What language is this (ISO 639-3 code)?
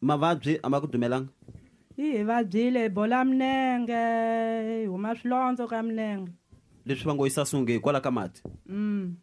tso